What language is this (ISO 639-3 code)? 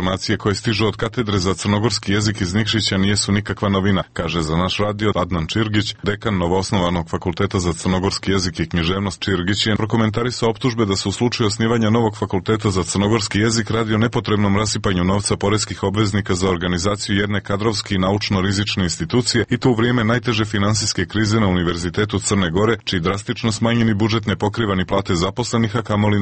srp